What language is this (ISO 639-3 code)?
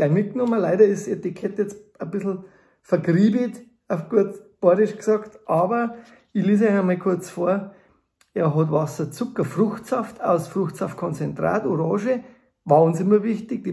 bar